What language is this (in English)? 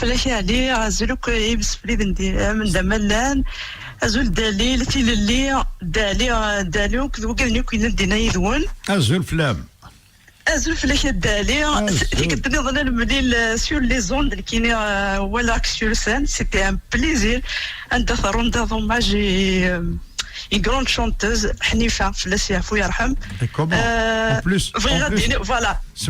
Kabyle